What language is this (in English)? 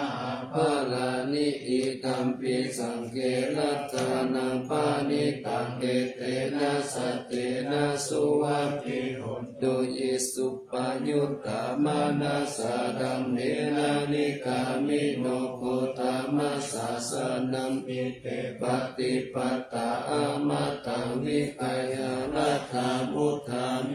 Pali